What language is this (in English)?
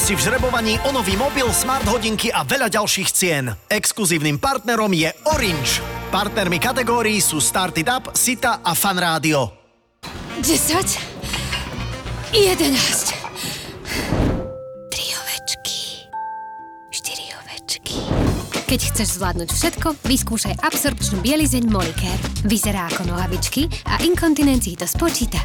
Slovak